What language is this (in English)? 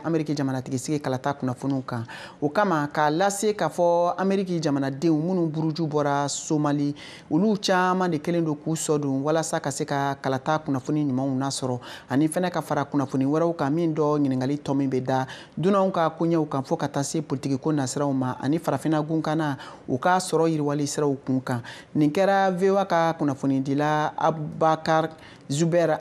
Bambara